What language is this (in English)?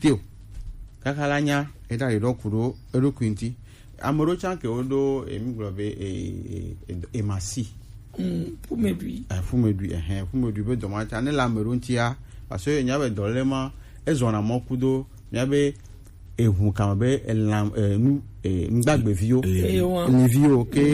Gen